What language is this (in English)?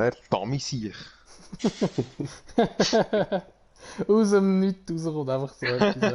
Swiss German